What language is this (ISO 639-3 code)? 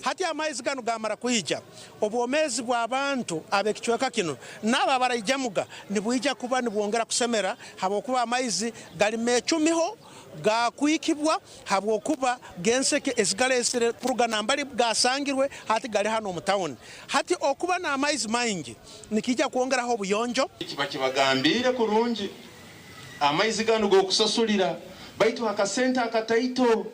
nyn